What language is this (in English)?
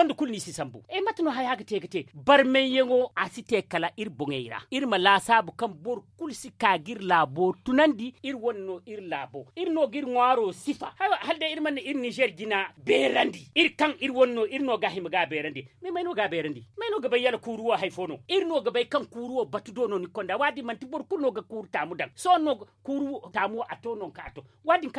Zarma